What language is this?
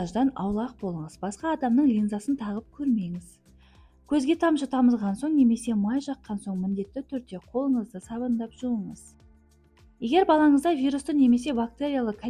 Kazakh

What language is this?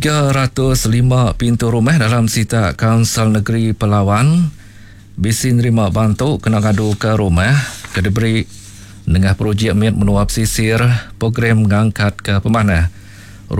Iban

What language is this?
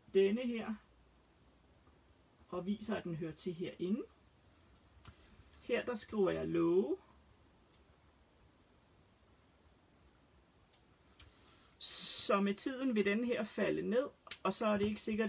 Danish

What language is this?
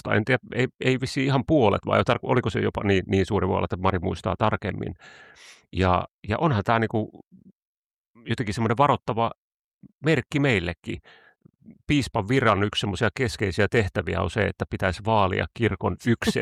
Finnish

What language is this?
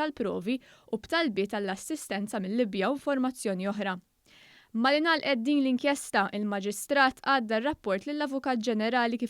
Maltese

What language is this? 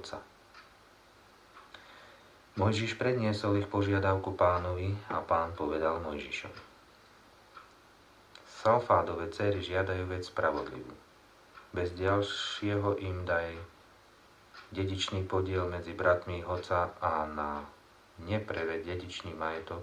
Slovak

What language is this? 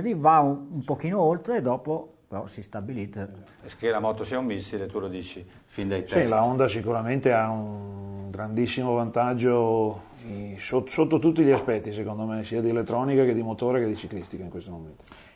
Italian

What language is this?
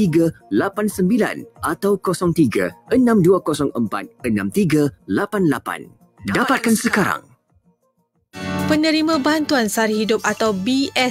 Malay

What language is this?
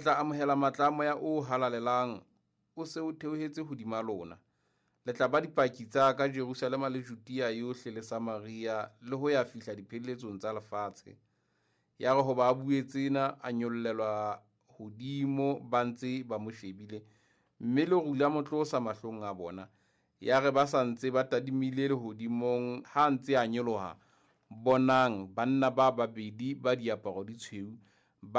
Southern Sotho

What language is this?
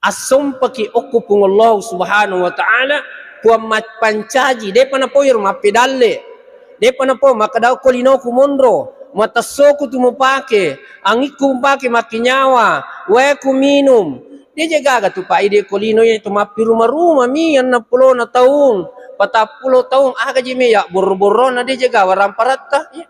Buginese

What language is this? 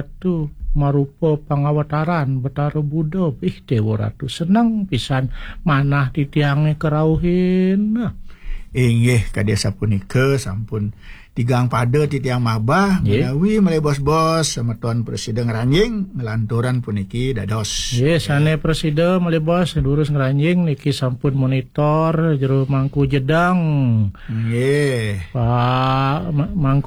Balinese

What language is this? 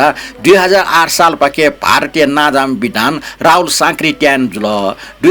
Newari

